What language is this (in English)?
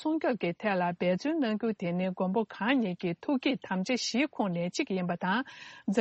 Tibetan